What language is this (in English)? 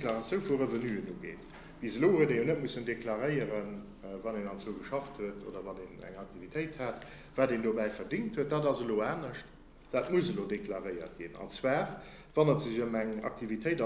Luxembourgish